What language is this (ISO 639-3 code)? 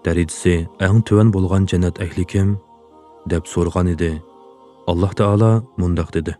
uig